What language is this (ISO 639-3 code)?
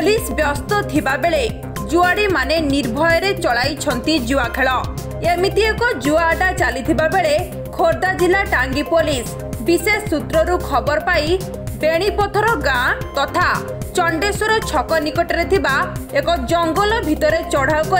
ori